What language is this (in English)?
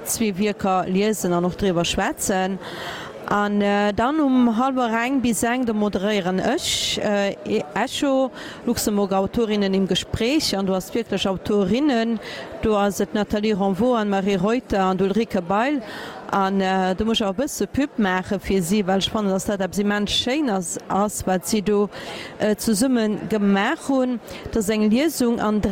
Luxembourgish